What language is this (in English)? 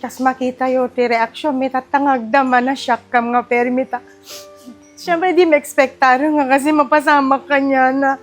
Iloko